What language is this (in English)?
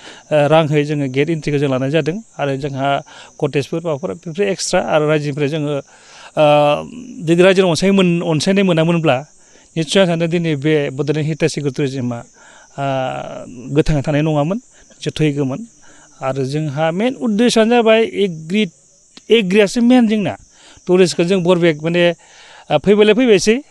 Bodo